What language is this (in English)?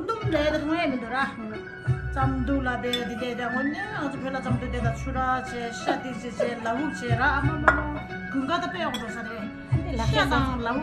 Tibetan